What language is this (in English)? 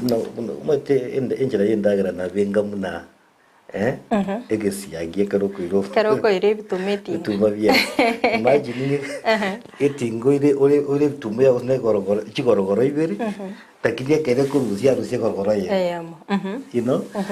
Gusii